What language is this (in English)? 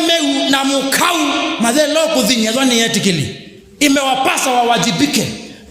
Kamba